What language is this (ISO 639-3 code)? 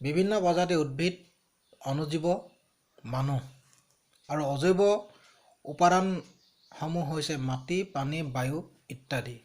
asm